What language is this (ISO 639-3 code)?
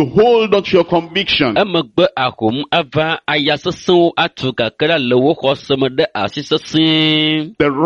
ewe